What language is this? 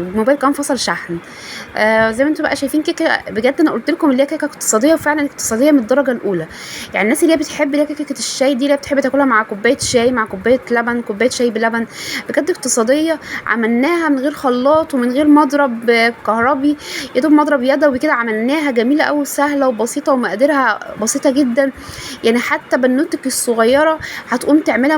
Egyptian Arabic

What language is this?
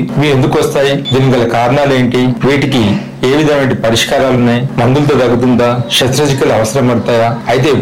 Telugu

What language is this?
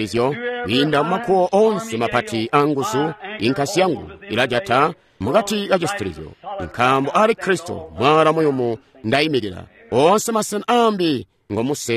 Tonga (Zambia)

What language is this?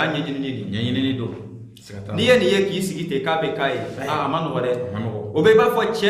Bambara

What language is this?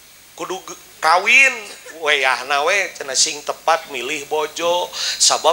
Sundanese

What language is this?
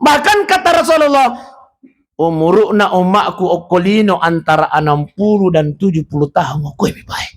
Buginese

